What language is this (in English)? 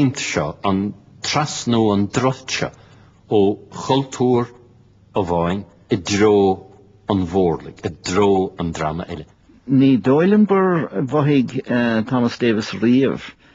Irish